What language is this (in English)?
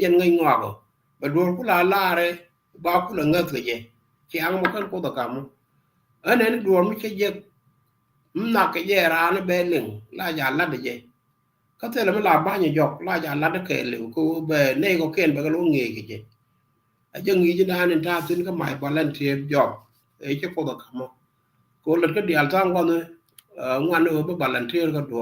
Nuer